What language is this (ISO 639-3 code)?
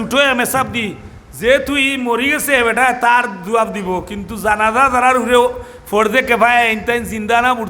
syl